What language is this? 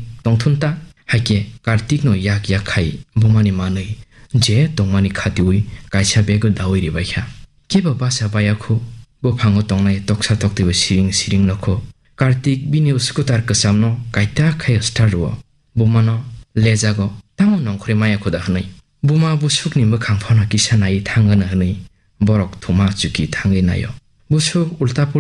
Kok Borok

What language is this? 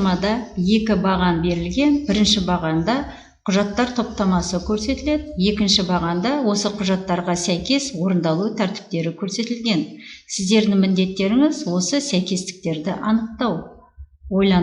Kazakh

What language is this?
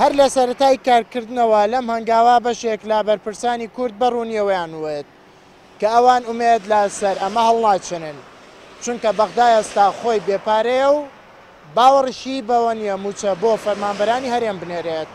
Central Kurdish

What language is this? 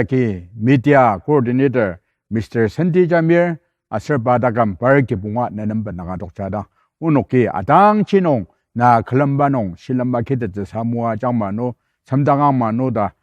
Ao Naga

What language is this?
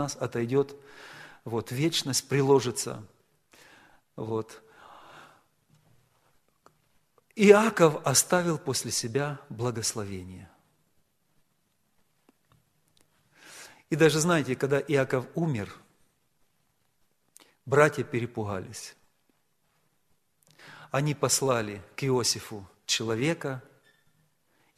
Russian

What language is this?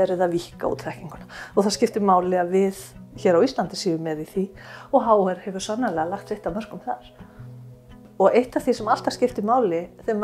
Icelandic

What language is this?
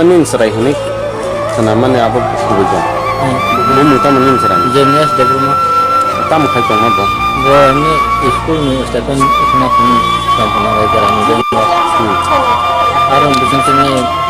Kok Borok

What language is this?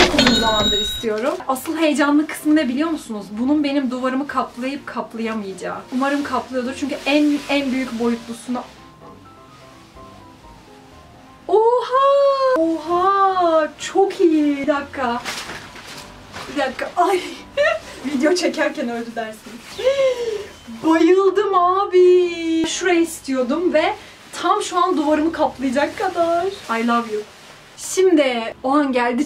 Turkish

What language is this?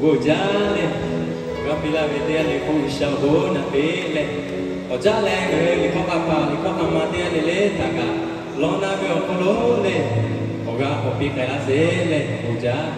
Lahu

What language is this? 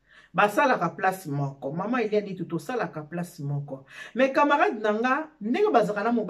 Lingala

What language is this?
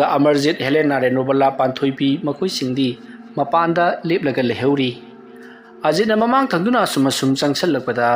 Manipuri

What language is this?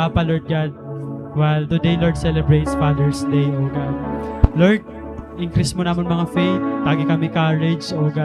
Waray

